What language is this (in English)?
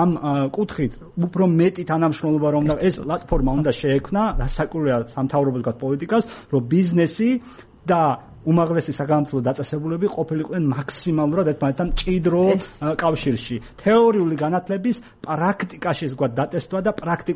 Georgian